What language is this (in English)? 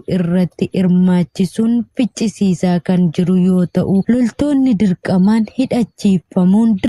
Oromo